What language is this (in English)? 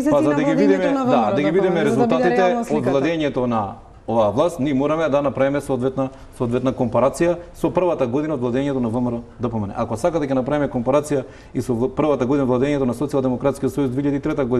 Macedonian